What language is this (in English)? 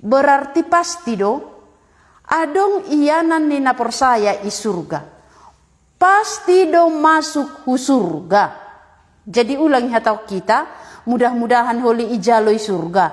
Batak Simalungun